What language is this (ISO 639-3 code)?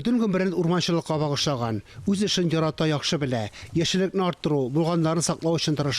tat